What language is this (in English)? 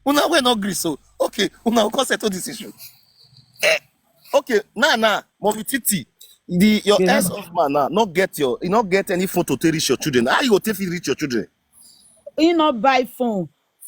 Nigerian Pidgin